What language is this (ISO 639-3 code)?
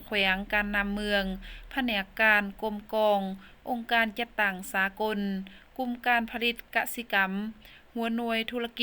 lao